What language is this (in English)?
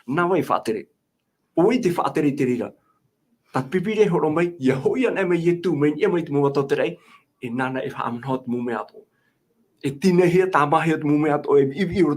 Tahitian